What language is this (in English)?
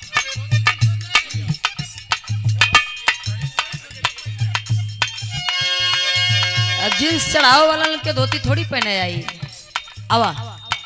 Bhojpuri